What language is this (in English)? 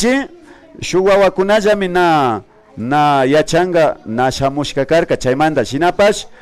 Imbabura Highland Quichua